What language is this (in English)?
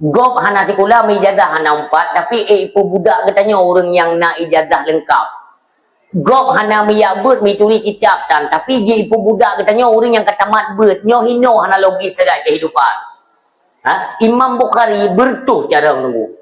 Achinese